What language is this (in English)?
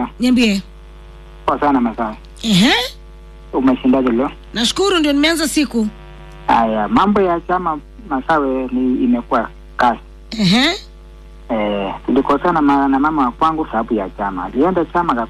Swahili